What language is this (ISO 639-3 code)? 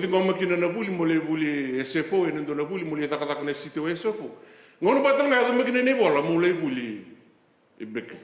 fij